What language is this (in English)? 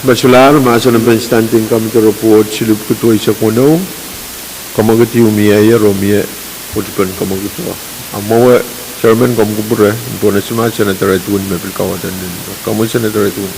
Pohnpeian